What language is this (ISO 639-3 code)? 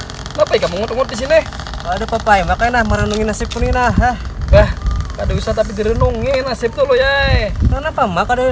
bjn